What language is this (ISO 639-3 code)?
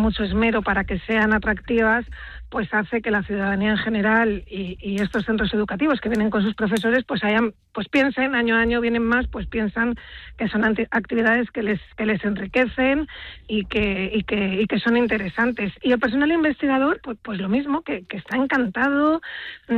spa